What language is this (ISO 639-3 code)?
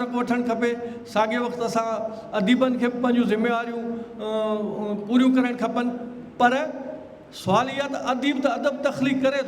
snd